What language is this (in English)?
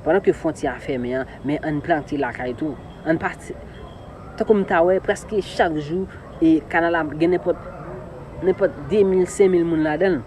Haitian Creole